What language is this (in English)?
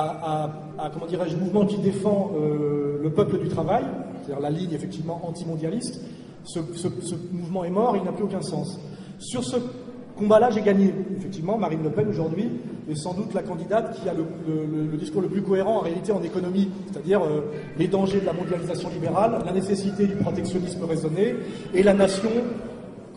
French